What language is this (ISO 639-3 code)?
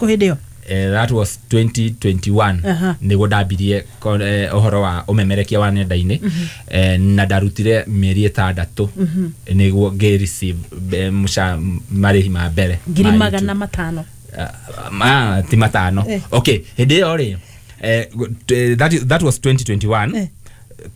kik